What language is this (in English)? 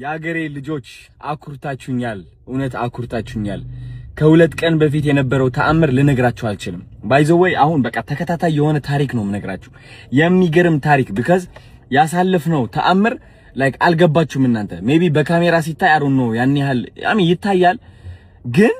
Amharic